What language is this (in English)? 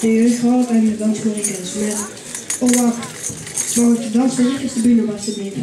Limburgish